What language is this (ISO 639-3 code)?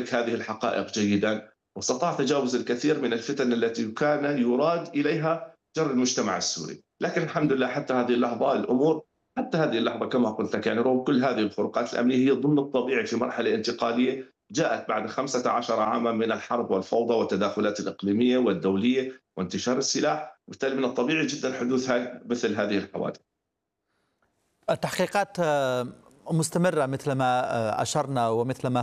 ara